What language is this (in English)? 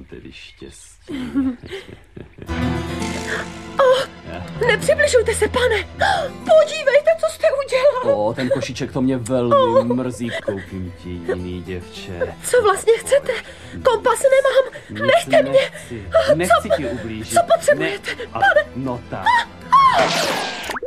Czech